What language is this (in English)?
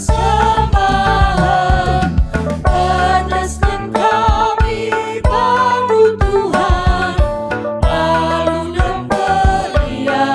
Batak Karo